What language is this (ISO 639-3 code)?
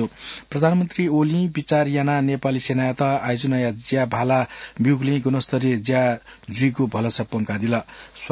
new